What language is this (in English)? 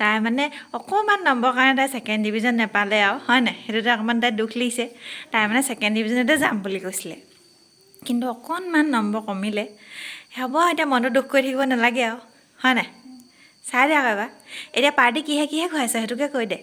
Assamese